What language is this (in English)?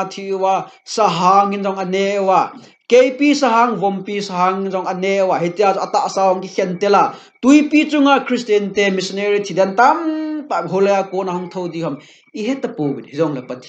Thado Chin